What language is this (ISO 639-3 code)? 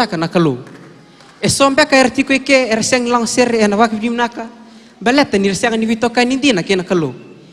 fij